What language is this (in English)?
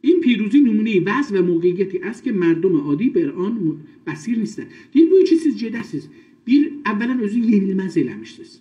South Azerbaijani